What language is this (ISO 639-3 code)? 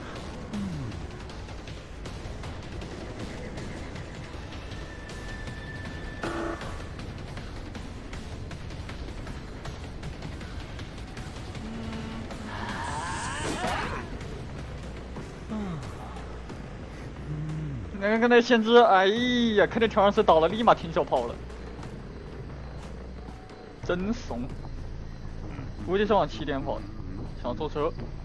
zho